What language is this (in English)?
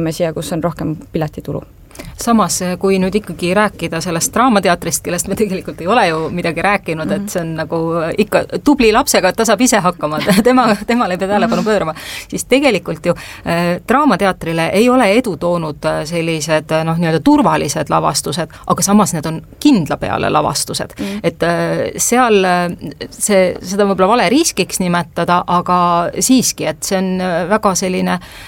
Estonian